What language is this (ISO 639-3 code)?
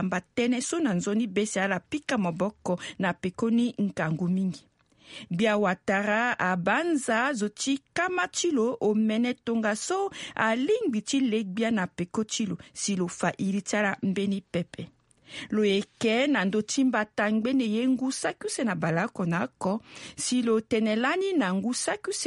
sag